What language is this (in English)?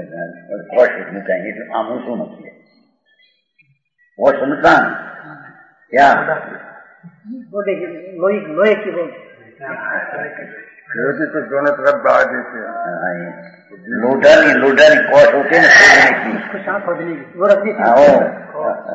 Gujarati